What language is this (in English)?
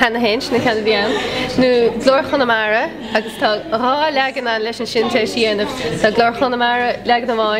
Irish